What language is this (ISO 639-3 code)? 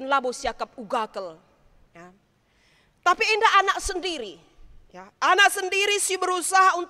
btx